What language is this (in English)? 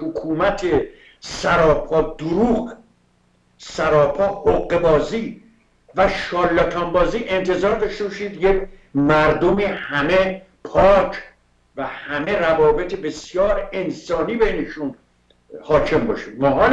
Persian